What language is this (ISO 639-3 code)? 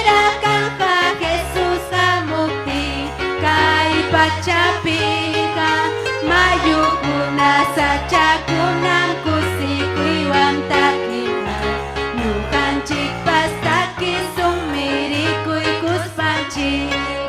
quy